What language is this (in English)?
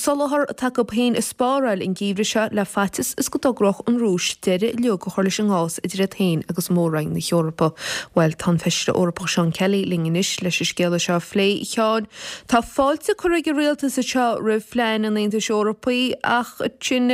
Irish